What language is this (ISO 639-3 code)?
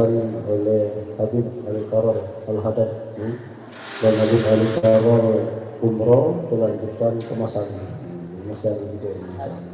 mui